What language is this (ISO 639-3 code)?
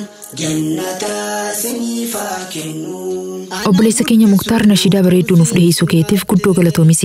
orm